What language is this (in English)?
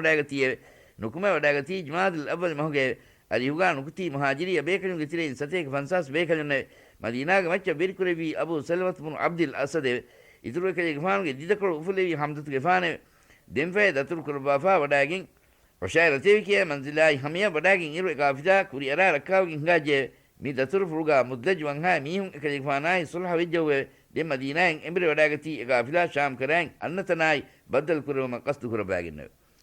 Divehi